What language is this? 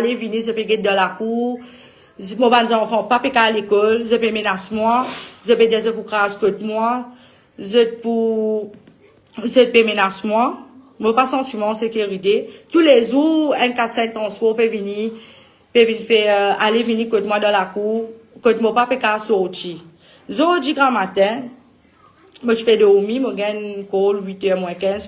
Morisyen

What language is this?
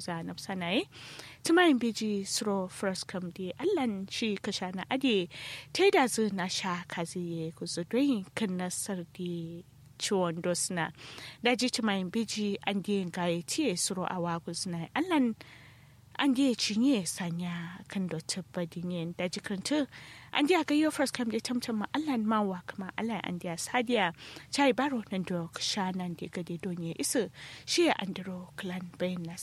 Kanuri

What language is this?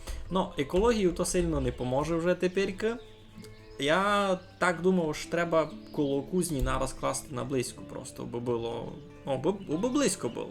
Rusyn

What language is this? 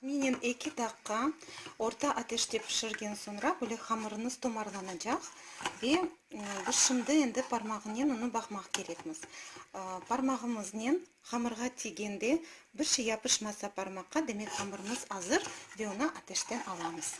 Crimean Tatar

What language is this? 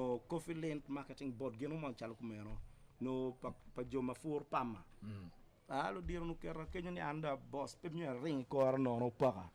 Acoli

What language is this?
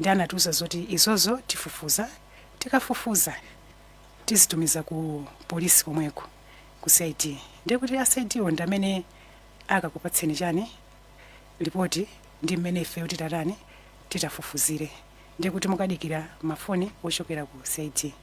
Nyanja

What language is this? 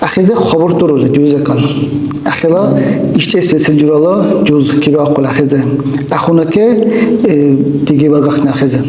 Dargwa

